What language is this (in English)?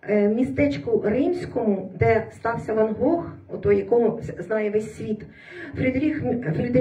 Ukrainian